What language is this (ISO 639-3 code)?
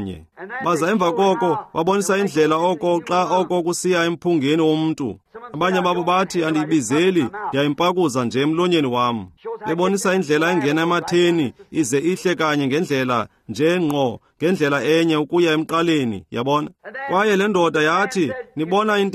xho